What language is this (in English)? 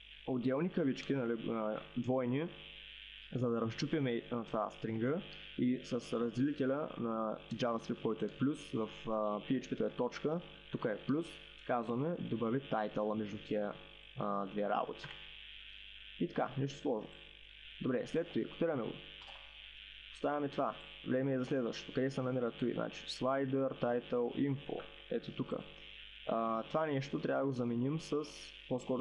Bulgarian